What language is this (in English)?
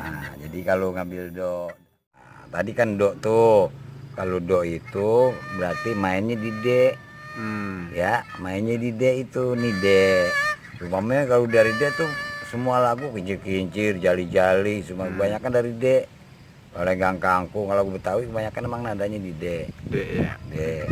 Betawi